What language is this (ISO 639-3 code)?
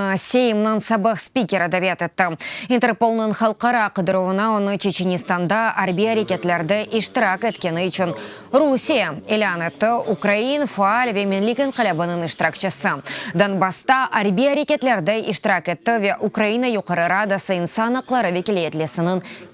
crh